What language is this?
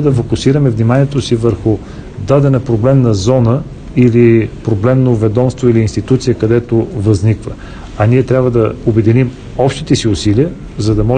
Bulgarian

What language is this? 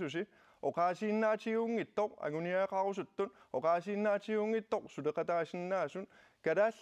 Kalaallisut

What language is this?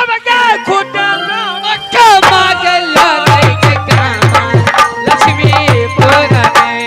Maithili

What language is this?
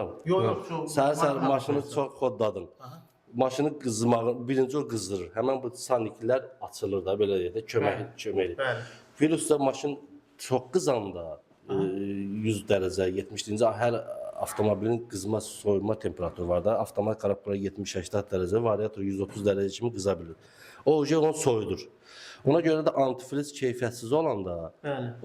Azerbaijani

